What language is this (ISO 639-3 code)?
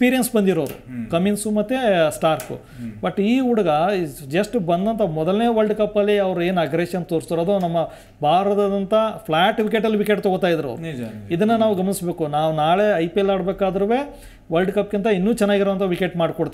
kan